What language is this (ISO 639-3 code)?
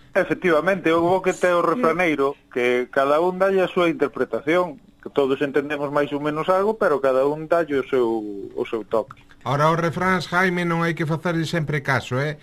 glg